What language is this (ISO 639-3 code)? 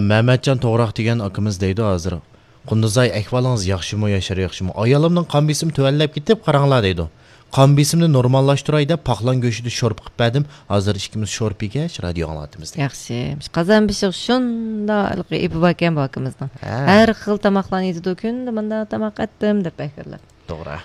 uig